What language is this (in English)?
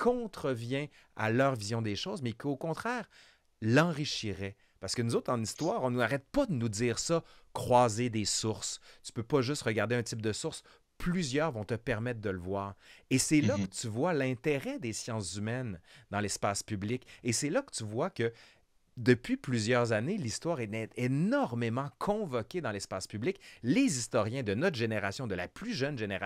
French